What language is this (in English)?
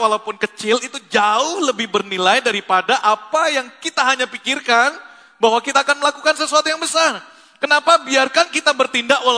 Indonesian